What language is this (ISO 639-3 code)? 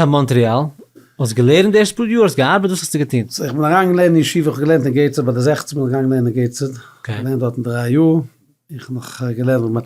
yid